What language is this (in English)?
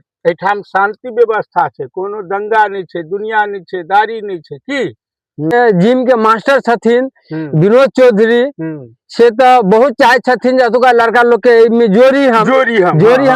Maithili